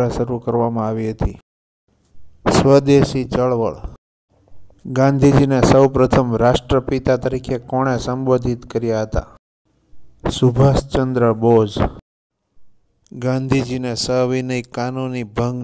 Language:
Gujarati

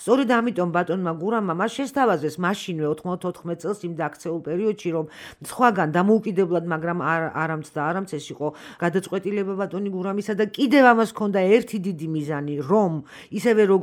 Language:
Georgian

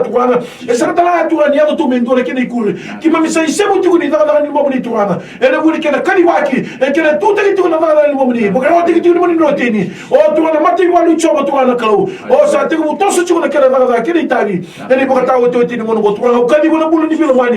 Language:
Fijian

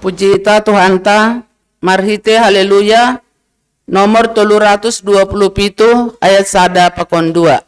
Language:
Batak Simalungun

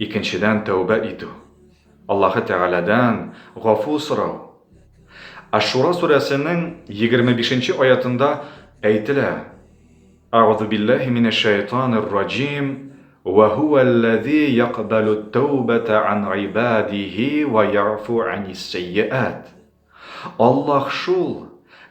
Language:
Tatar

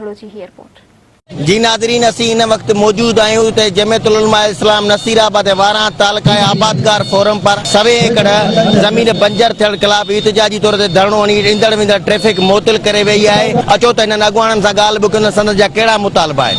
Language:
Sindhi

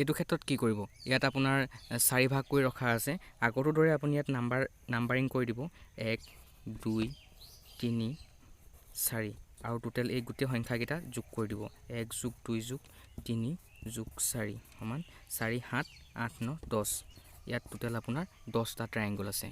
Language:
Assamese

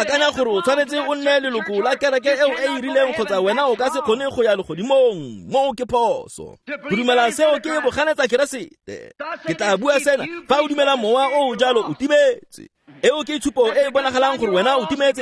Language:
Tswana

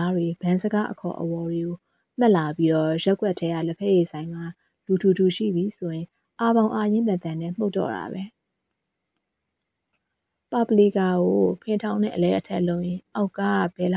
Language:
Burmese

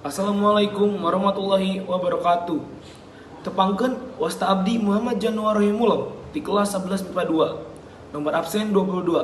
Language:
Sundanese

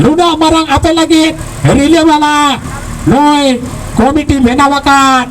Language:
Santali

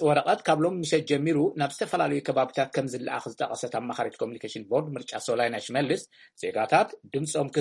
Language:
Tigrinya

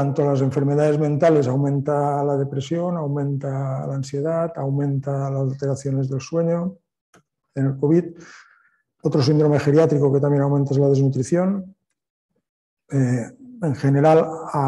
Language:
Spanish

